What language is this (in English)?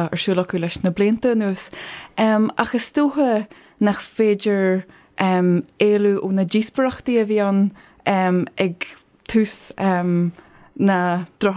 Irish